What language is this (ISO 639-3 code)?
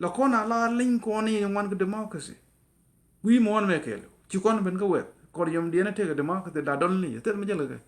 nus